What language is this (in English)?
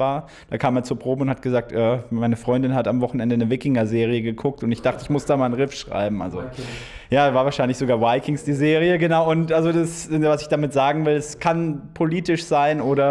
German